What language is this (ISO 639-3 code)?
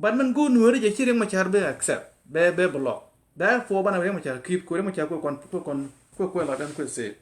nus